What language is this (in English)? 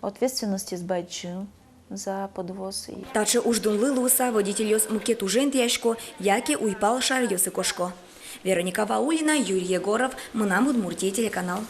Udmurt